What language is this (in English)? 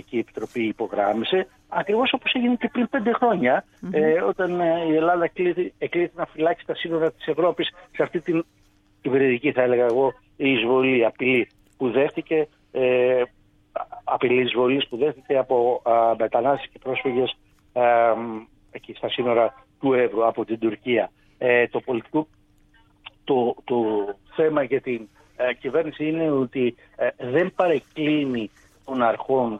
Greek